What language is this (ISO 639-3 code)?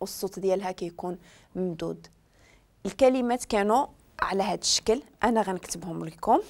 ary